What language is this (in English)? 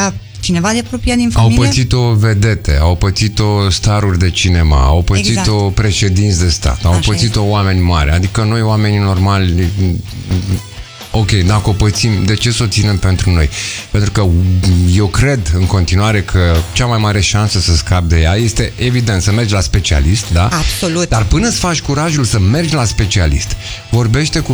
Romanian